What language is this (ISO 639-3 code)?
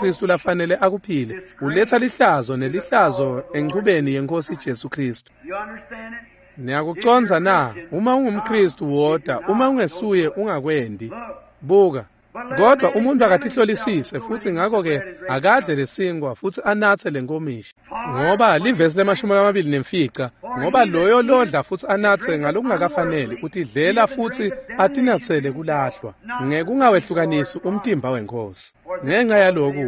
ssw